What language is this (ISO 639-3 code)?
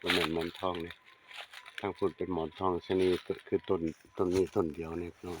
tts